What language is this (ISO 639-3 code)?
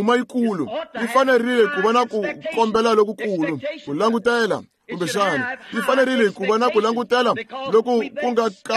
tso